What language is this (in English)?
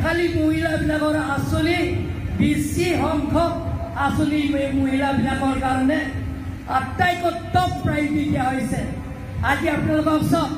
Assamese